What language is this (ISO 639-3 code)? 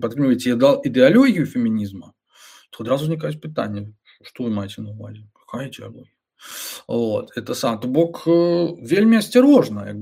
bel